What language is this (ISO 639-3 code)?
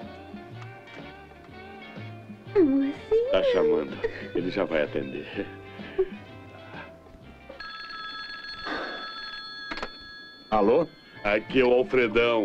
por